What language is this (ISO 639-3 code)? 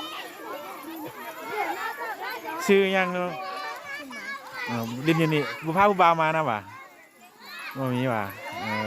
lao